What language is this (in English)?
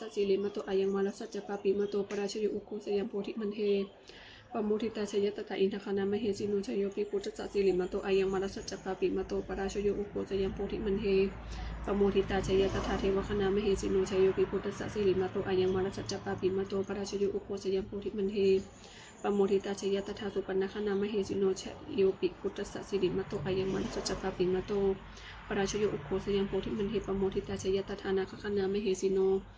Pali